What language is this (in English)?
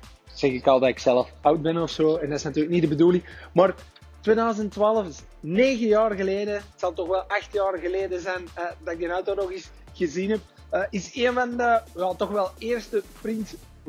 Dutch